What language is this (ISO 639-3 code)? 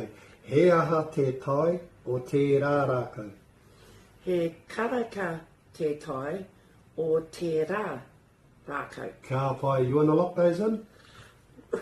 mri